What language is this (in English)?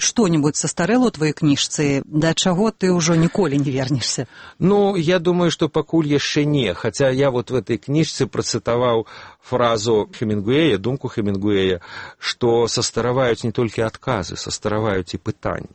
Belarusian